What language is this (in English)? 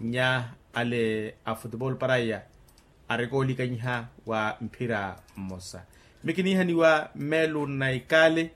Makhuwa